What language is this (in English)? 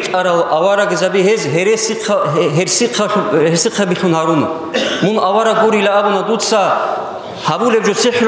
Avaric